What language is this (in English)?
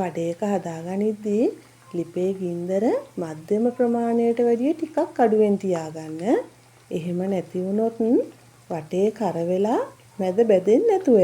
Sinhala